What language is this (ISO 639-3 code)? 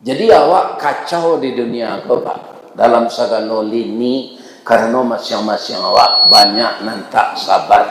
min